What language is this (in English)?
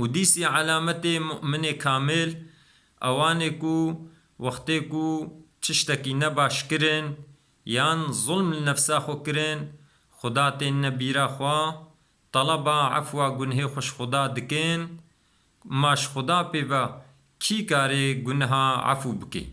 Kurdish